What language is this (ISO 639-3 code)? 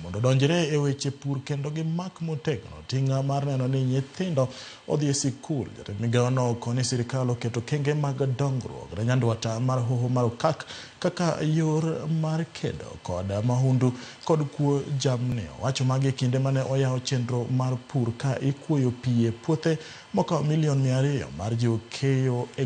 luo